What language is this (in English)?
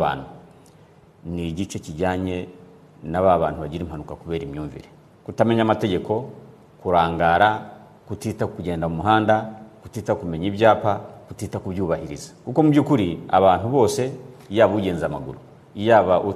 Kinyarwanda